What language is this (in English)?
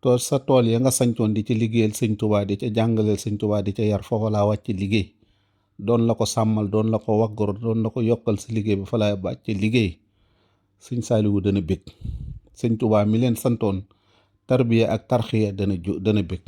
Wolof